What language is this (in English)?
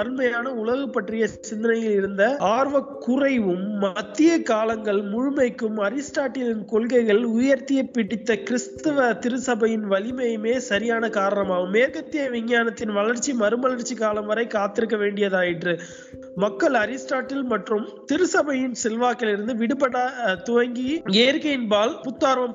Tamil